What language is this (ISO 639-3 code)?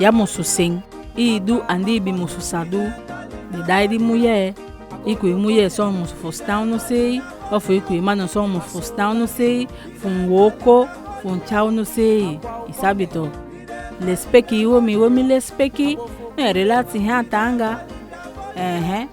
srm